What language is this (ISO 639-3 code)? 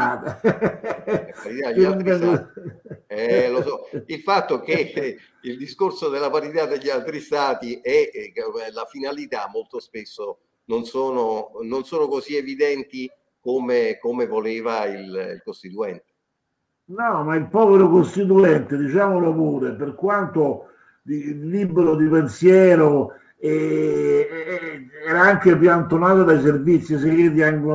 ita